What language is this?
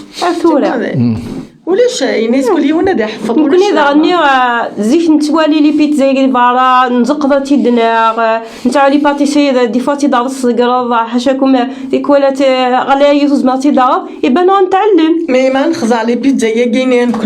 Kabyle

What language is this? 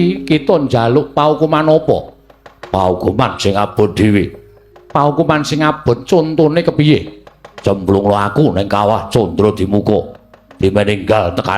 Javanese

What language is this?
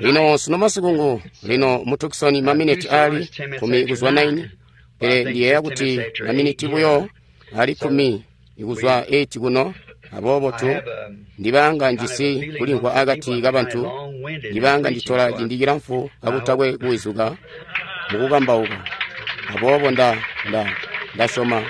Tonga (Zambia)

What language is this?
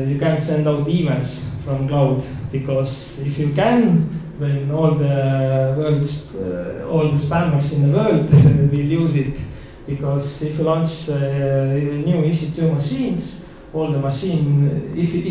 English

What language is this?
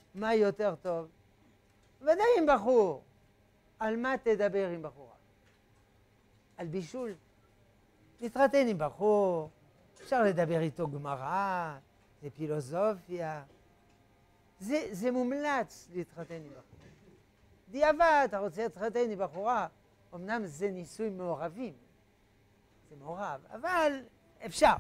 Hebrew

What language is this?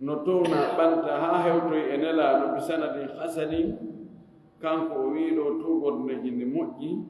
Fula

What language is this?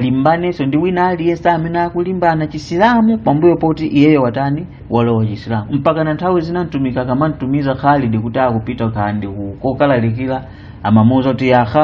Nyanja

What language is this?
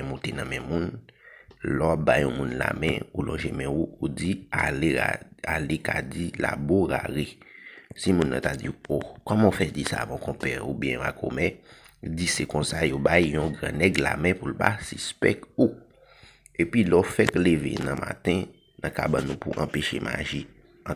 Haitian Creole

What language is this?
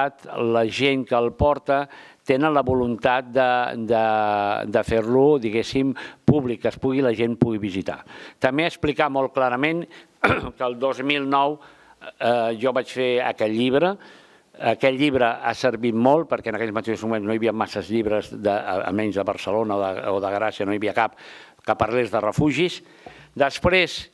Catalan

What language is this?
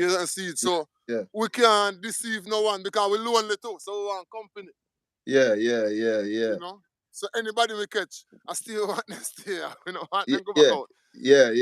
Jamaican Creole English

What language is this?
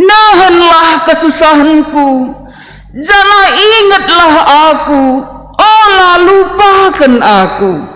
Batak Karo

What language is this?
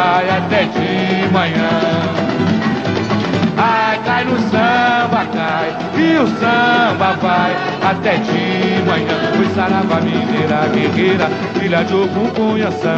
Portuguese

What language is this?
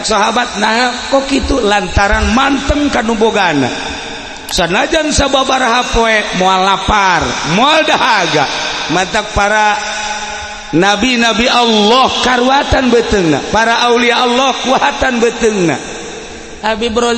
Sundanese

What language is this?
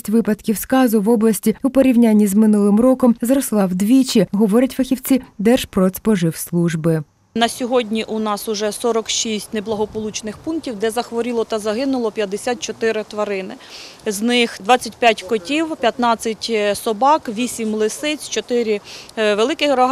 Ukrainian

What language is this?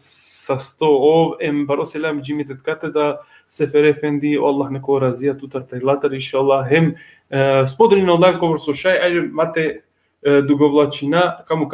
Balkan Romani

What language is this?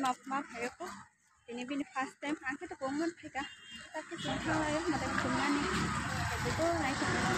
Kok Borok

